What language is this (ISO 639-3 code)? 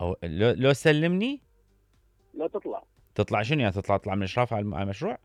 acm